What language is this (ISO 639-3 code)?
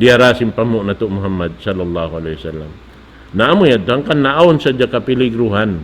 tsg